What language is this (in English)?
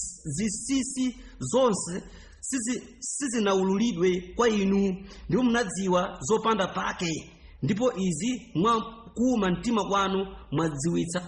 Nyanja